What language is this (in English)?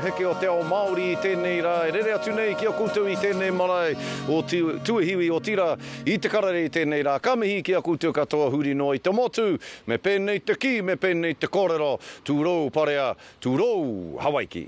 Māori